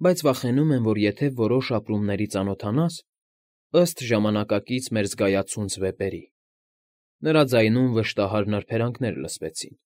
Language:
Armenian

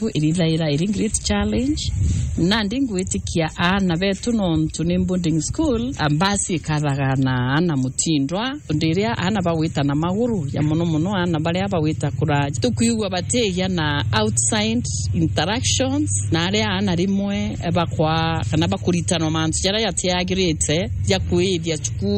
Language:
Meru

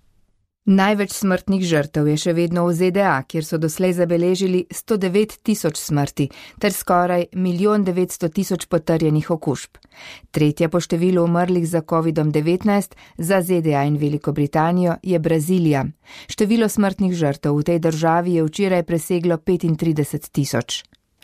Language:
Slovenian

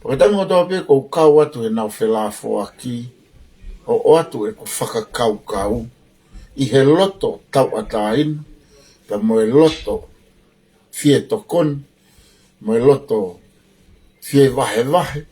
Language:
Tongan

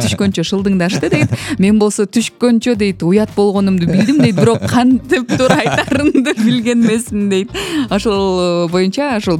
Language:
Kyrgyz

